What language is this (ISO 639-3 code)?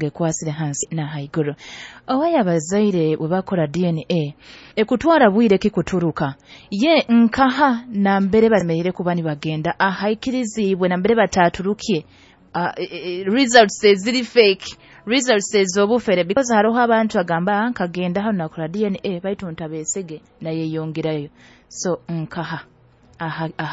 nyo